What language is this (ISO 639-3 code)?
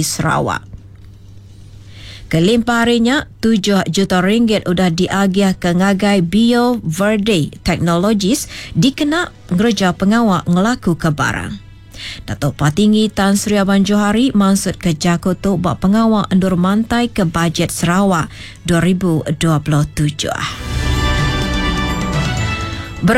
iba